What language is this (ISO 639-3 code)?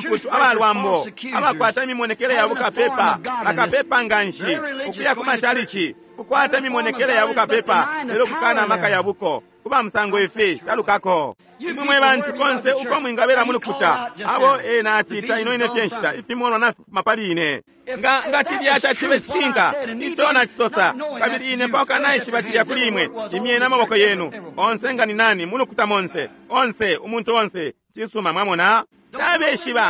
bem